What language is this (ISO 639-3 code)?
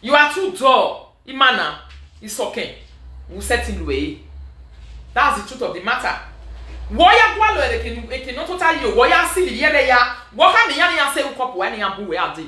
pcm